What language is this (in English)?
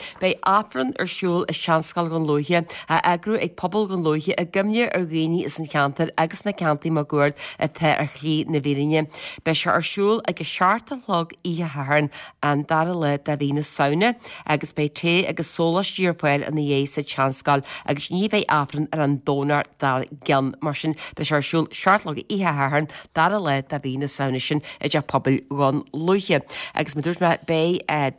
Irish